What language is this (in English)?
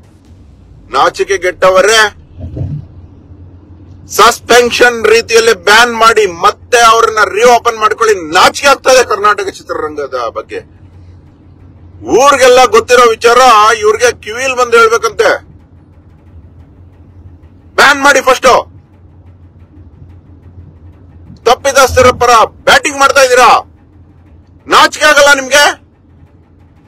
Kannada